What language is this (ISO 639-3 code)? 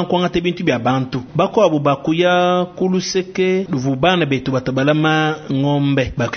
lua